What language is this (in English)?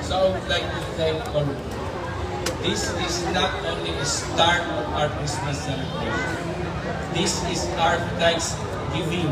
Hiligaynon